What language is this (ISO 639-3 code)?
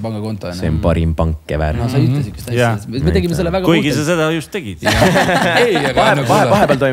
est